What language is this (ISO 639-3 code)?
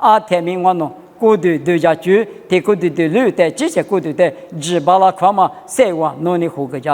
lis